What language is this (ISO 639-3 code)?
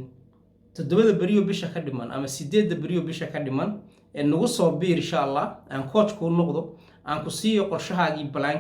som